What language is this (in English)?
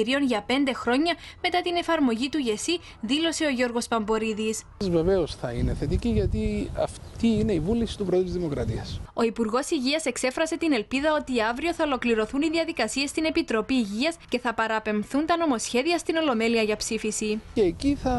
Greek